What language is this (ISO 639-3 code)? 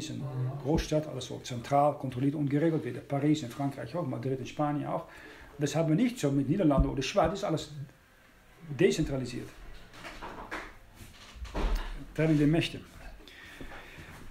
deu